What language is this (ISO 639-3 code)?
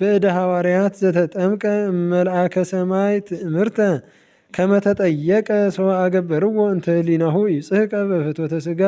amh